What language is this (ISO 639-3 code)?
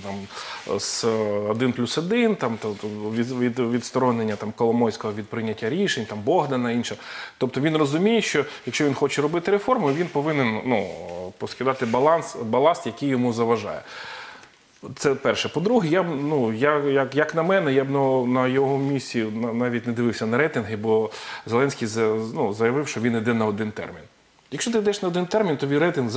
ukr